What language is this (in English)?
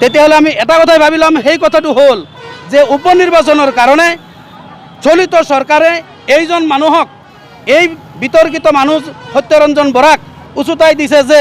Assamese